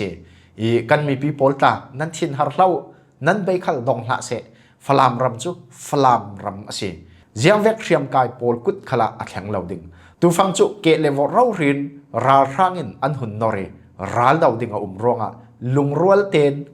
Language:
Falam Chin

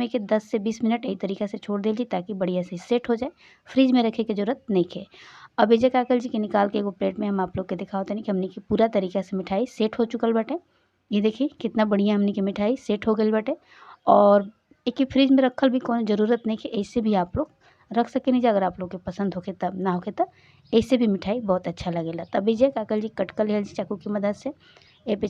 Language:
Bhojpuri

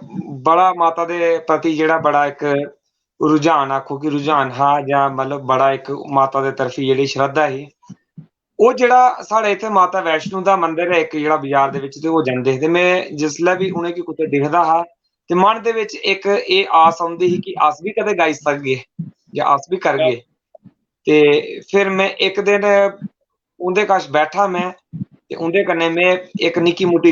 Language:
Dogri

